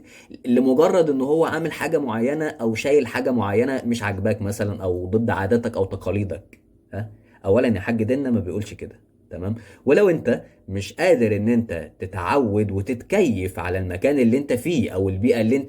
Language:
Egyptian Arabic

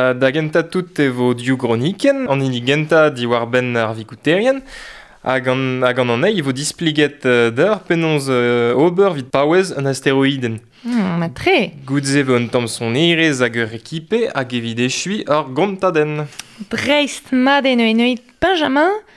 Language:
Breton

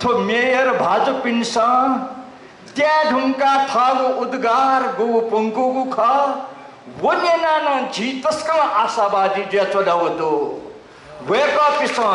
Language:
Newari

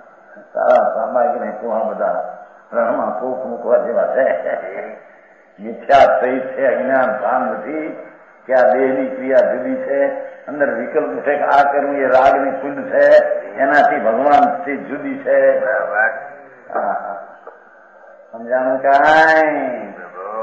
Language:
Gujarati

